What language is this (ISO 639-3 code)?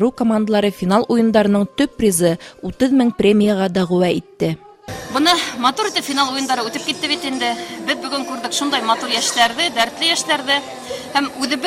bak